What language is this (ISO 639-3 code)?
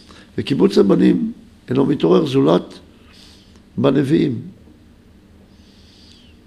heb